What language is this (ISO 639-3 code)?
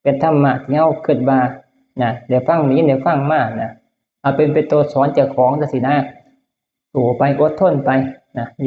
tts